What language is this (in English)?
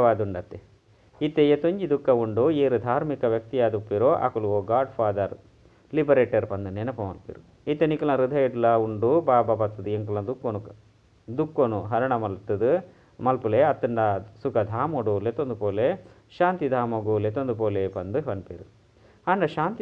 Tulu